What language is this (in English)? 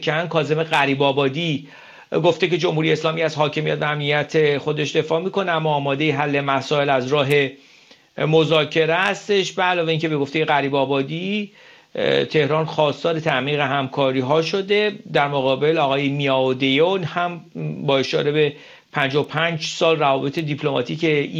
Persian